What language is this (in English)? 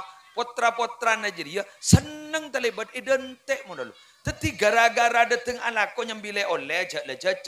Madurese